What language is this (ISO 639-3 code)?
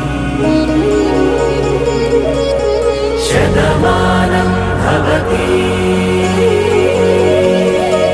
tel